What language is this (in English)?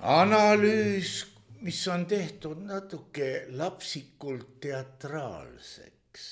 Estonian